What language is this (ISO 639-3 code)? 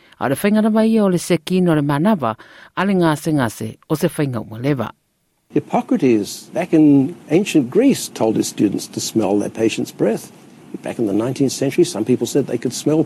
smo